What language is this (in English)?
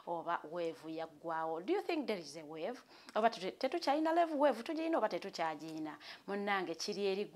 Ganda